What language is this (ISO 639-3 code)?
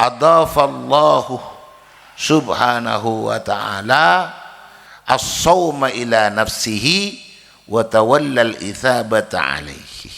mad